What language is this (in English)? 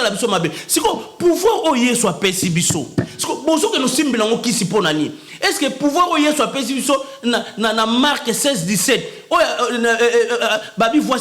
Lingala